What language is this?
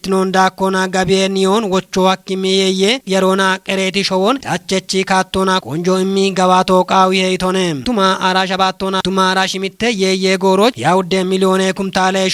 Kafa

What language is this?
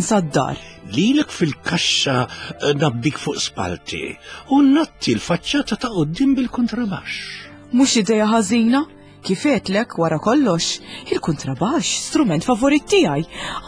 Maltese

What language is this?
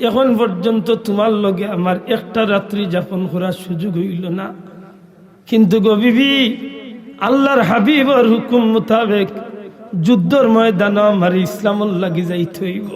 Sylheti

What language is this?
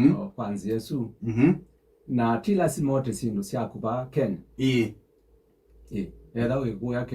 Kamba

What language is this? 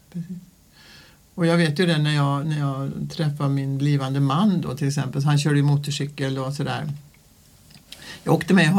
Swedish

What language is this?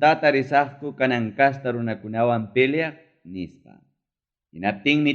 Ayacucho Quechua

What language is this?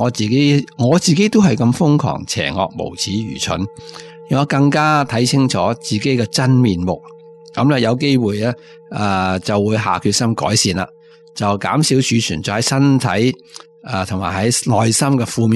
Cantonese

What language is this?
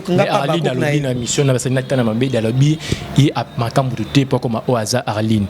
Lingala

